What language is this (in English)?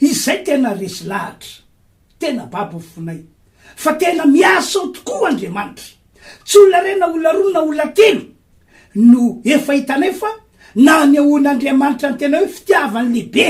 Malagasy